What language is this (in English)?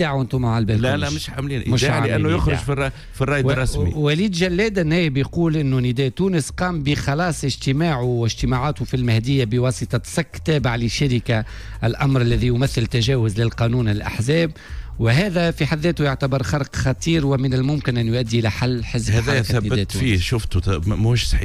Tunisian Arabic